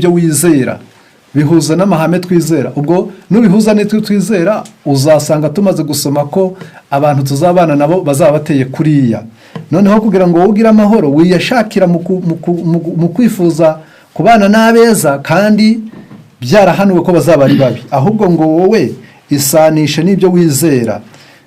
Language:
Kinyarwanda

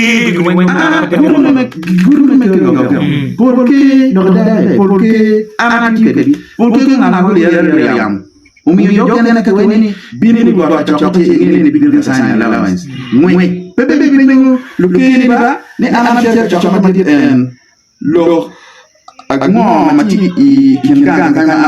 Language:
Acoli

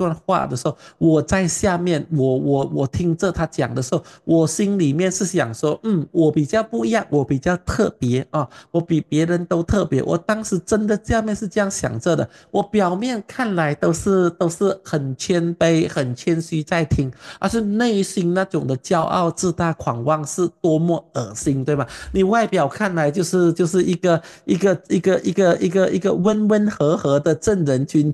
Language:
Chinese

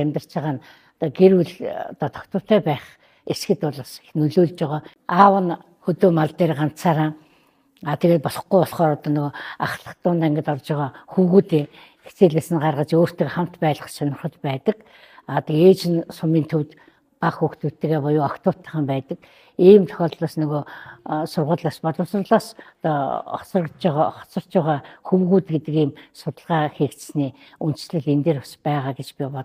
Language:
Mongolian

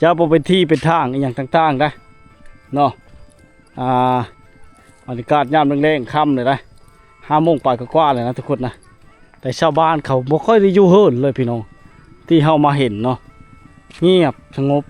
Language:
Lao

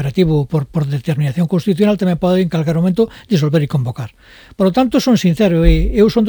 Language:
Galician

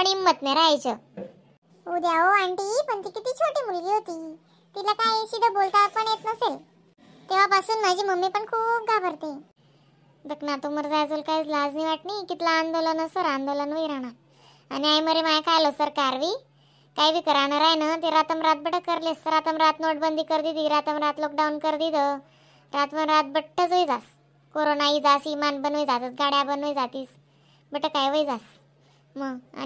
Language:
Khandesi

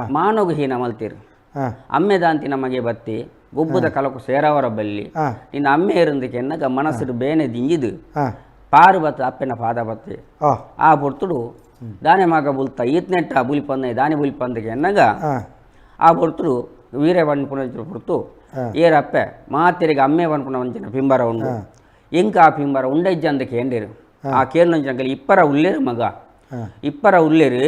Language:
Tulu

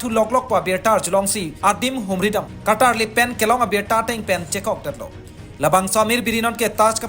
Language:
Karbi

